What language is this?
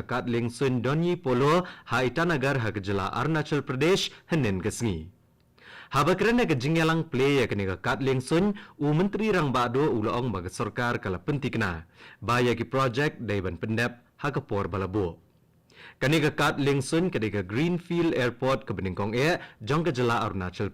Khasi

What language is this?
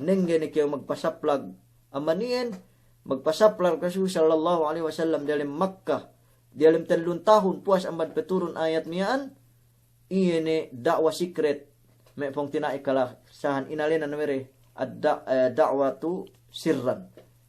Yakan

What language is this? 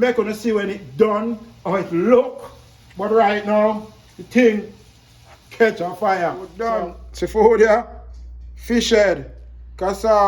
Jamaican Creole English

